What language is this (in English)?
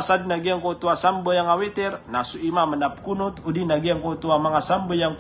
Maranao